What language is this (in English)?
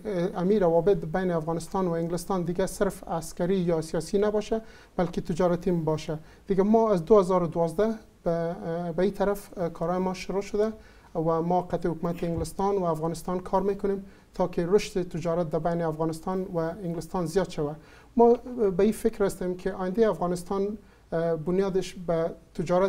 Persian